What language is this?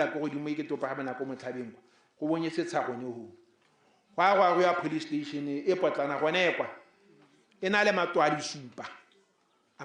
Tswana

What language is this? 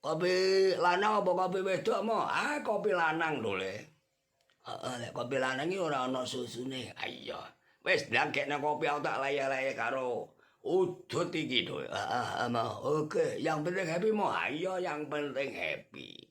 Javanese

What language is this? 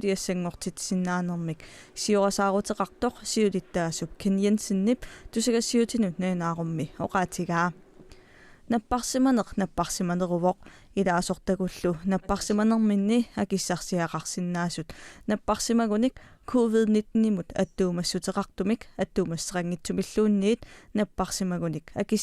Kalaallisut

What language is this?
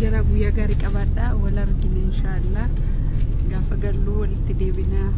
Oromo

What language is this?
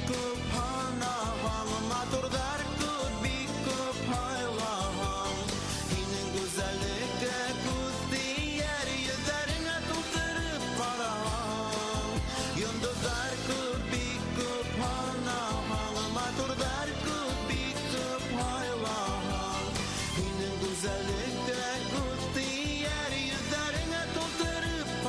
Bashkir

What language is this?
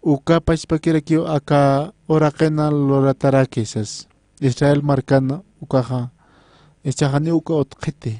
Aymara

